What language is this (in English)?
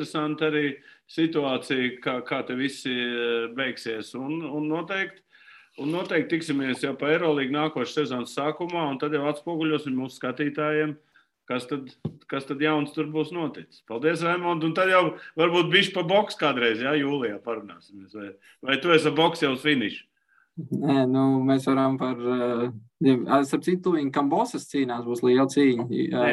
Latvian